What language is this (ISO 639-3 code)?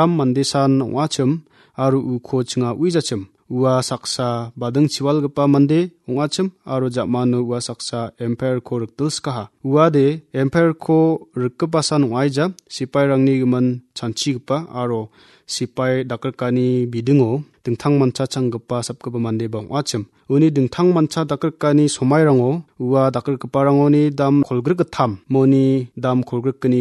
grt